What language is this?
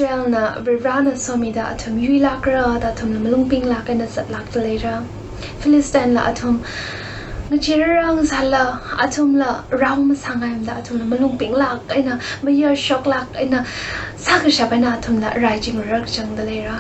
Tangkhul Naga (India)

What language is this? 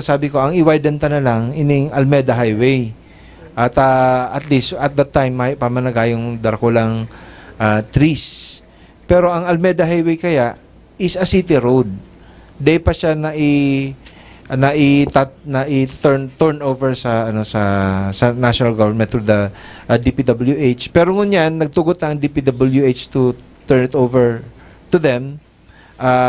Bikol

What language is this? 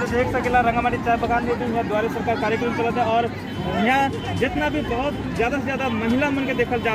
Sadri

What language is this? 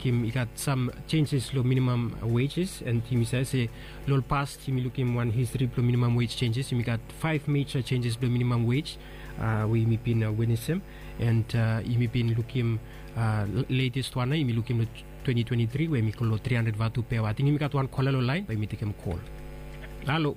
Bislama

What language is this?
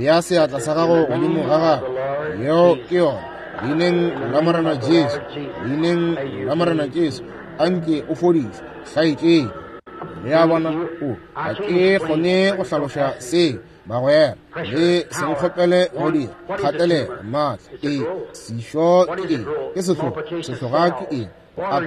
Northern Sotho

